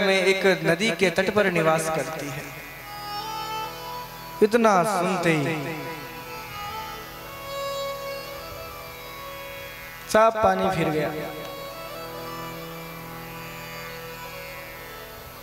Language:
Hindi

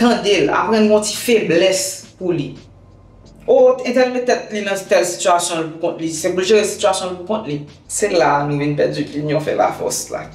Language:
Haitian Creole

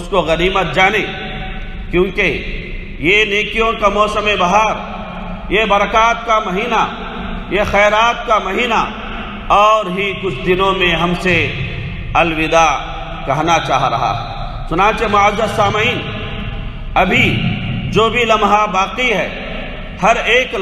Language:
Urdu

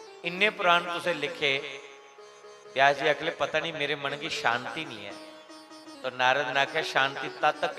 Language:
Dogri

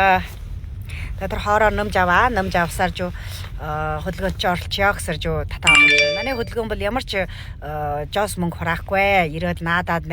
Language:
Mongolian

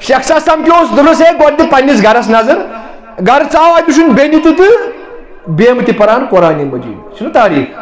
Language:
Kashmiri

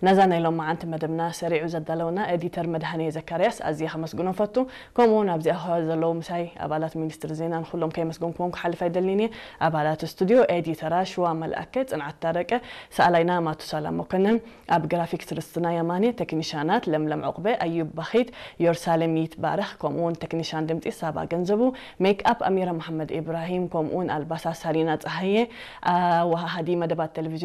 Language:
Tigrinya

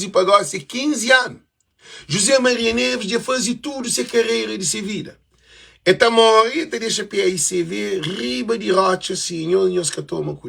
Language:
Kabuverdianu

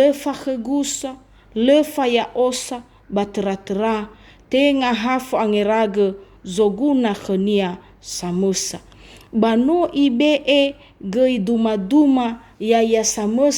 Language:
Nias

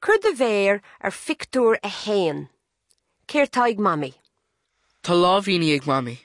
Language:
Irish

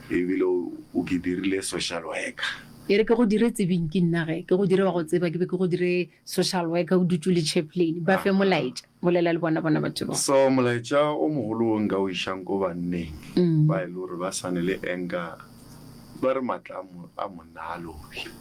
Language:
Northern Sotho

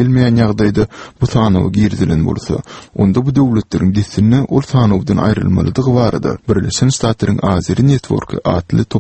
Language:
Turkmen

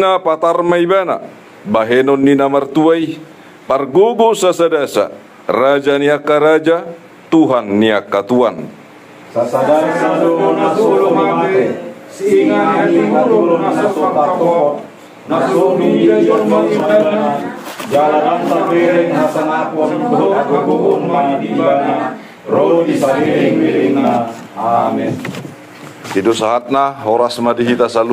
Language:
Batak Toba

